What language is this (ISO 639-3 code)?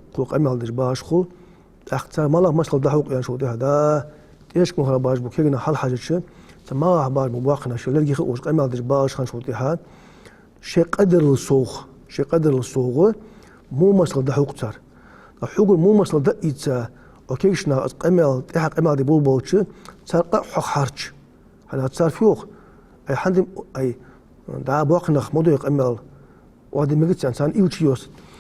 inh